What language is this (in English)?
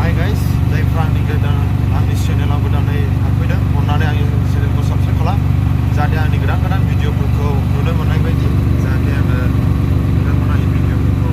Bodo